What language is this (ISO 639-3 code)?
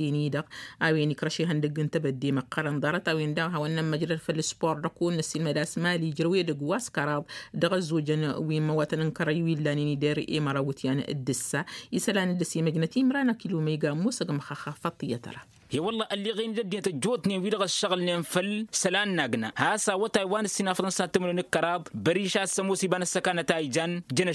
taq